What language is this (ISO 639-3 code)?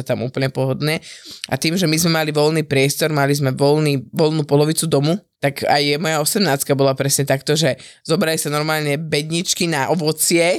slk